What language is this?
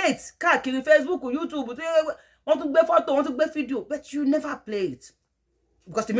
Yoruba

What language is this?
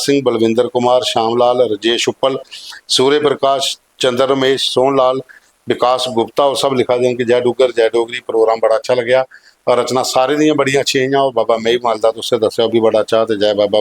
Dogri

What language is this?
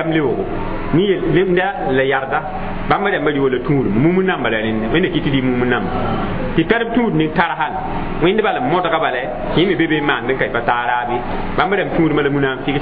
Mossi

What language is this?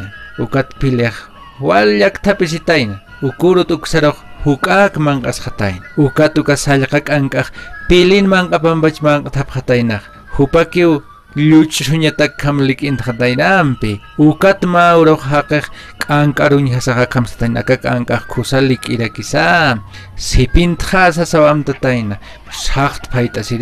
Aymara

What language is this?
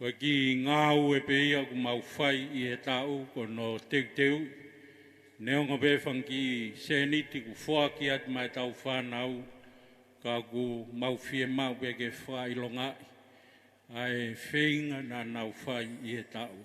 Tongan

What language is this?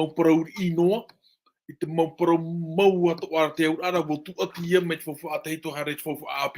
Tahitian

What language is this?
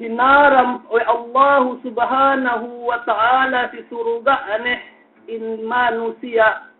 Yakan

